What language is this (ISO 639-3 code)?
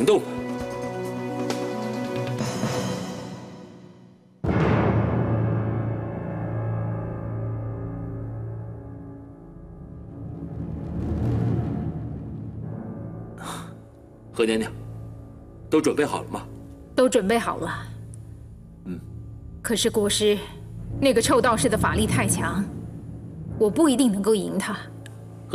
zho